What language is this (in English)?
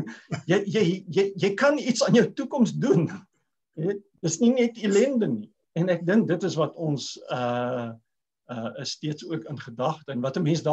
Afrikaans